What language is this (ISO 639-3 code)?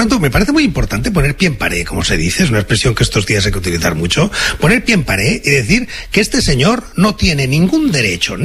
spa